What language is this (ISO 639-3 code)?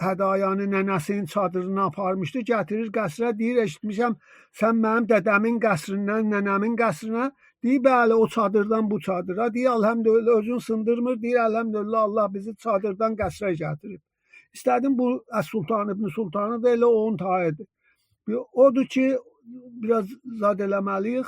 azb